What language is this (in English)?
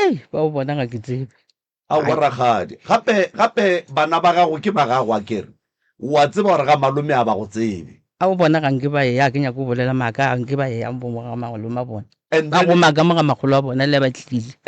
Northern Sotho